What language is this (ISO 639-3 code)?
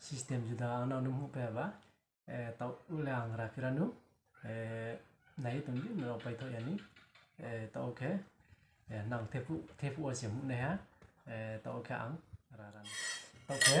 ria